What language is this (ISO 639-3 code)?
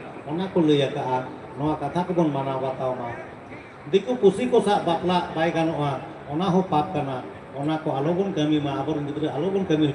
sat